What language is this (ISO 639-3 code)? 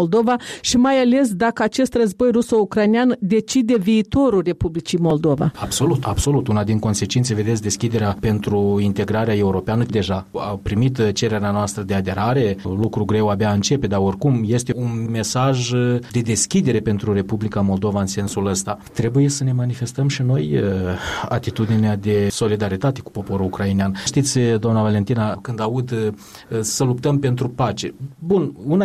ron